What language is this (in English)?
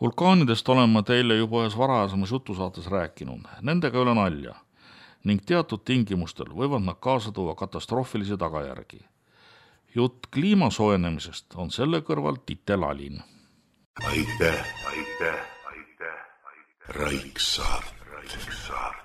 Estonian